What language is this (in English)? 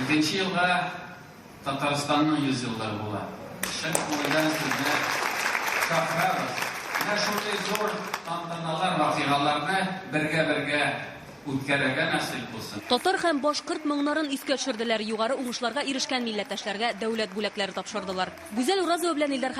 Tatar